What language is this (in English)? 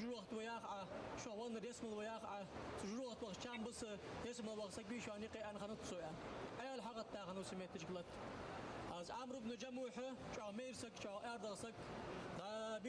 Ingush